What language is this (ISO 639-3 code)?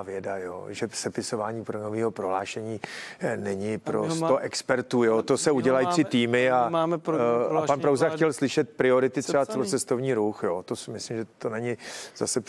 ces